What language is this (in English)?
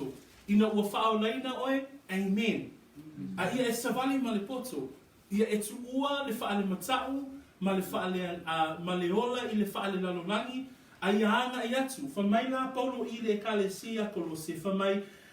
Samoan